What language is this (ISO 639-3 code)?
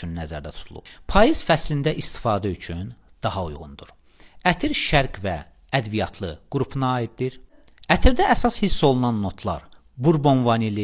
aze